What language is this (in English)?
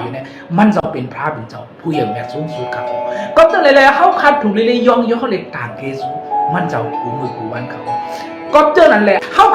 Shan